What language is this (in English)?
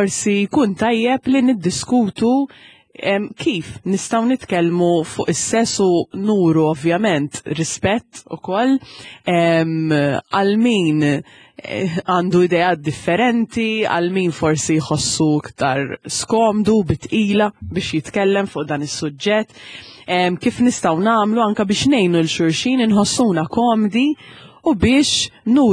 Maltese